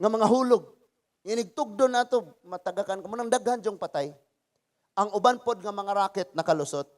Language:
Cebuano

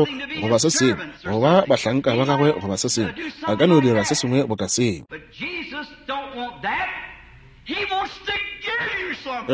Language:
Northern Sotho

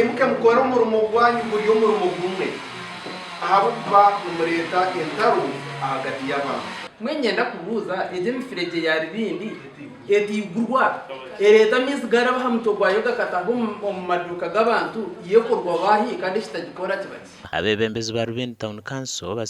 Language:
Nyankole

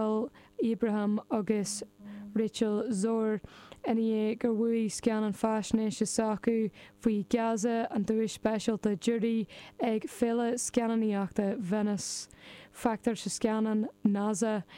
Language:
Irish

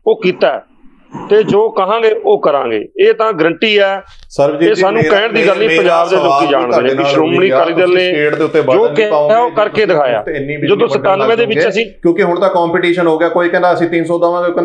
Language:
Punjabi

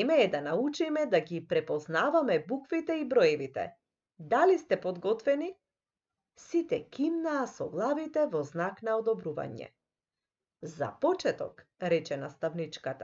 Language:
Macedonian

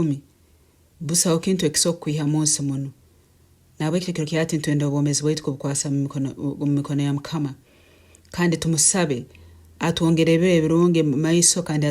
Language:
Nyankole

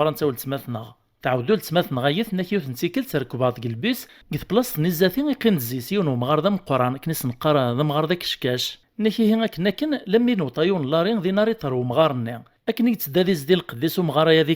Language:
Kabyle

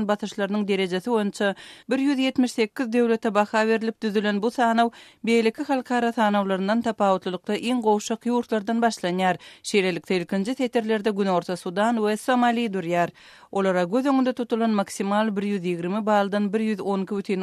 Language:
Turkmen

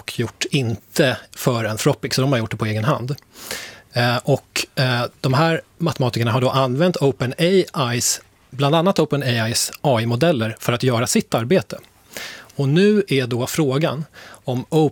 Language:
Swedish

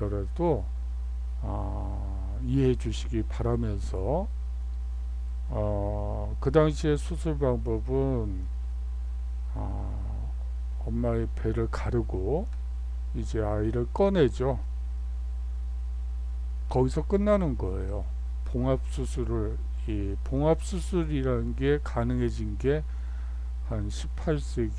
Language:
Korean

